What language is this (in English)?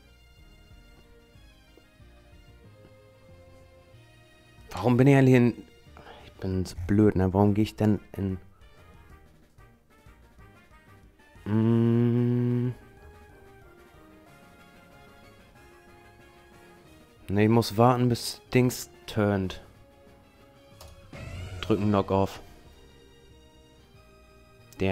German